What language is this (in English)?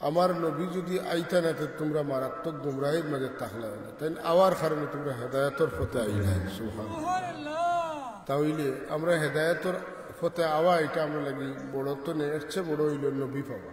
Sylheti